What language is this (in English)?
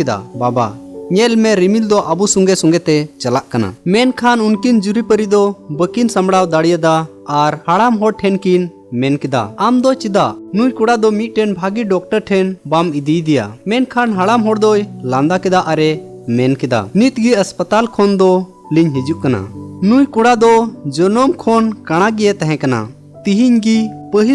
Santali